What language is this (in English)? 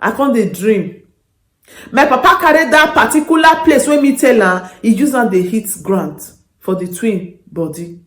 Nigerian Pidgin